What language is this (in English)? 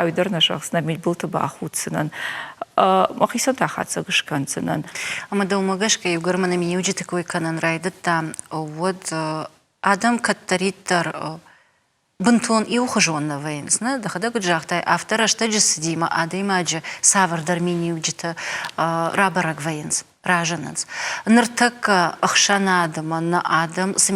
Ossetic